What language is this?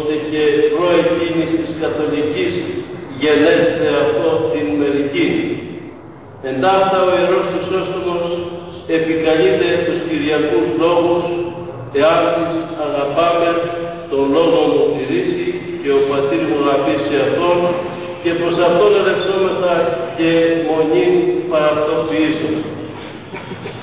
Greek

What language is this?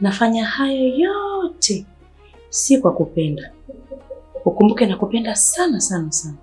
Swahili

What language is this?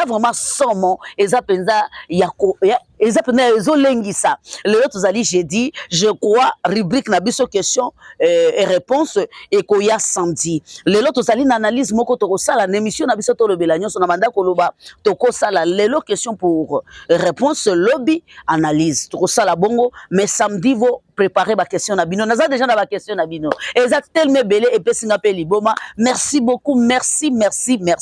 Lingala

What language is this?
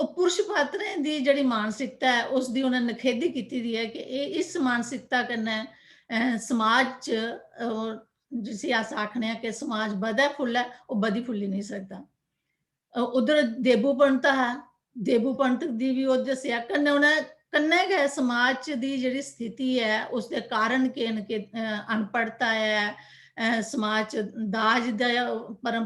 Dogri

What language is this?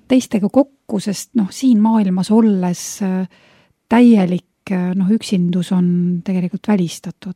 Estonian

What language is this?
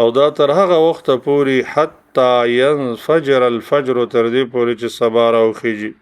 Pashto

